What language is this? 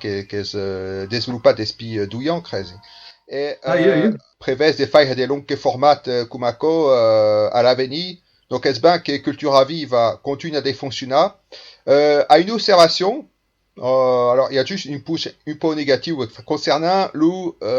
Occitan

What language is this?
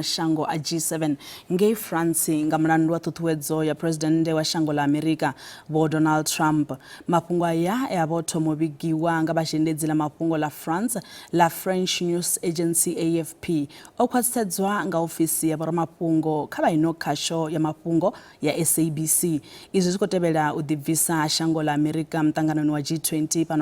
Venda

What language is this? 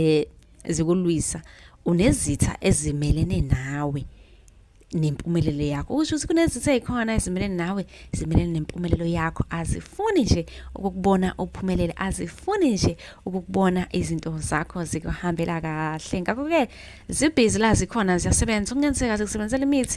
Zulu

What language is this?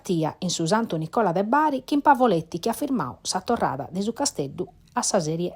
Sardinian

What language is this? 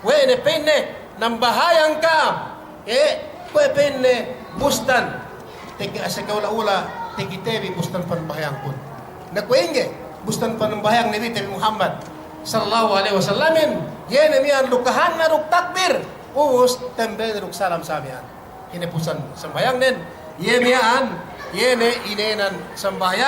Yakan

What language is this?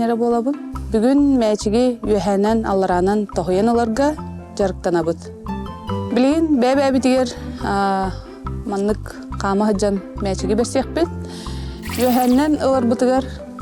Yakut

